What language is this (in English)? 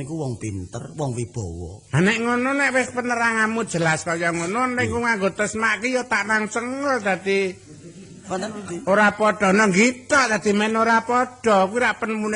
Javanese